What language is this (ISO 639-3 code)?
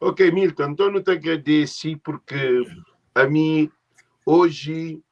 kea